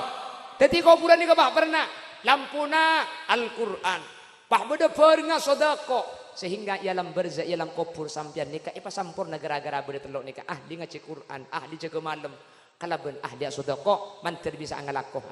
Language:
Madurese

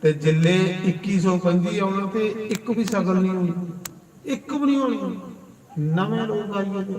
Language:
Dogri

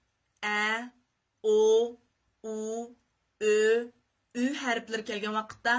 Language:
Uyghur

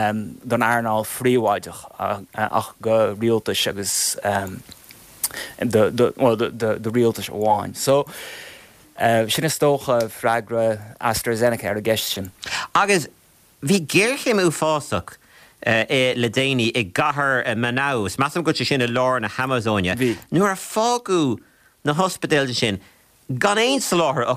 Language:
Irish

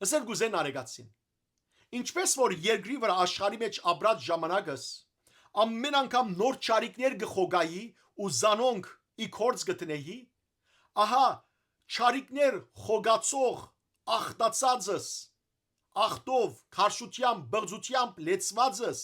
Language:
Western Armenian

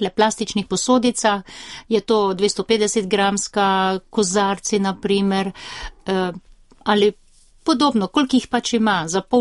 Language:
Slovenian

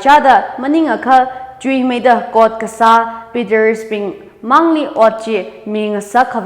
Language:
Tangkhul Naga (India)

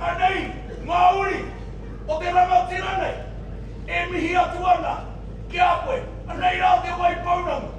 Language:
Māori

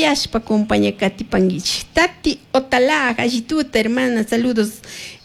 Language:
Chimborazo Highland Quichua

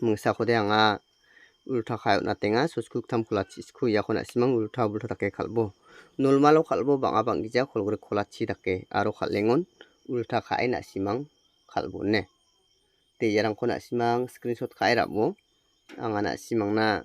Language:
Garo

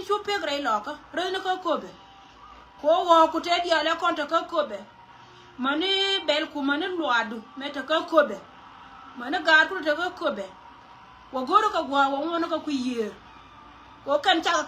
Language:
Nuer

